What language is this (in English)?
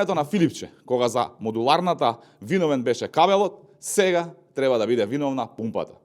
Macedonian